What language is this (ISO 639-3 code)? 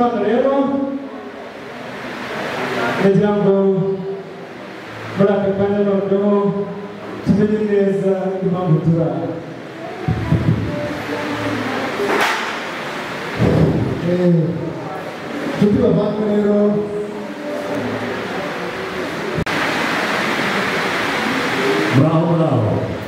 kin